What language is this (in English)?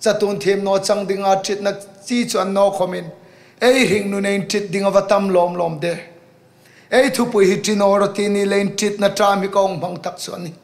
Hmar